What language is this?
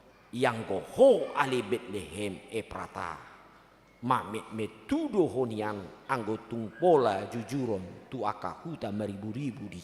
Batak Toba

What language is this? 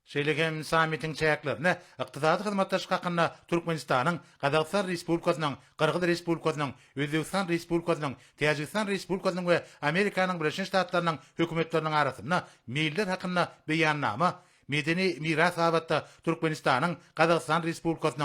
Turkmen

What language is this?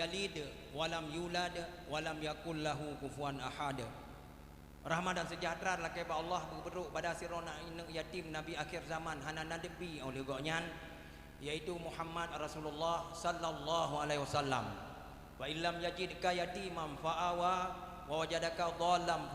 Achinese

